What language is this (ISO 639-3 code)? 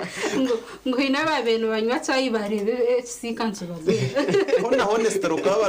nyn